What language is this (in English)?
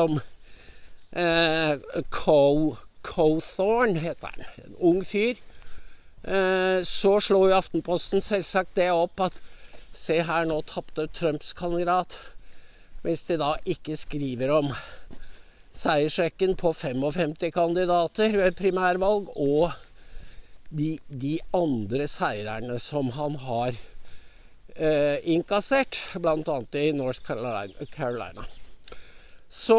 Norwegian